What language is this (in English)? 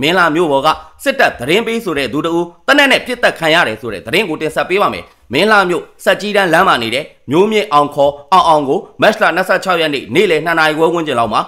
Burmese